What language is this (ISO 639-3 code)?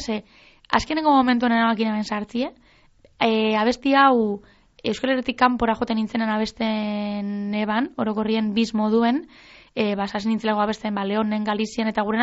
eus